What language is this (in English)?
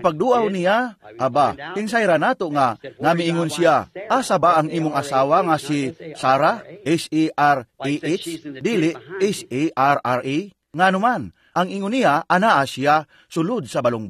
Cebuano